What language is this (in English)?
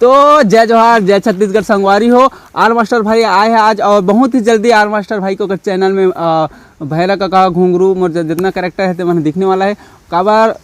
Chhattisgarhi